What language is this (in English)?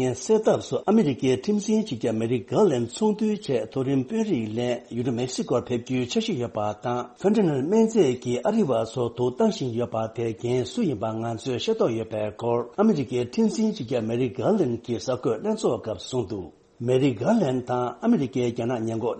Tibetan